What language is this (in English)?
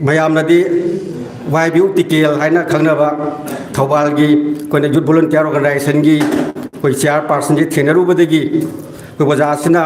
Manipuri